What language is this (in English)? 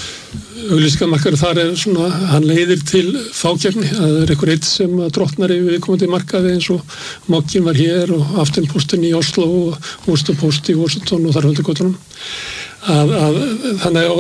Icelandic